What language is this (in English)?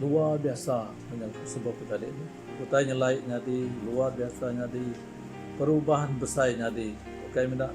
Iban